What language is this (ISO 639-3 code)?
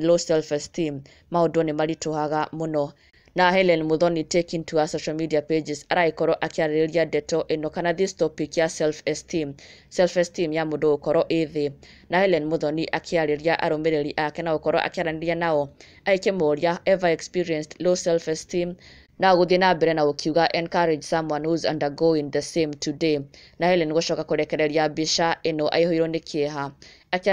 kik